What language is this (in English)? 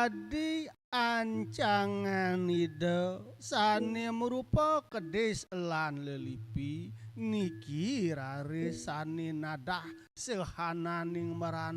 Balinese